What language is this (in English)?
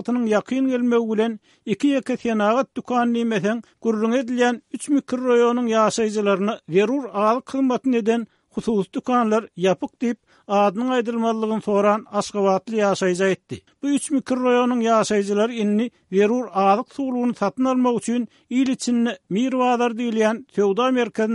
Turkmen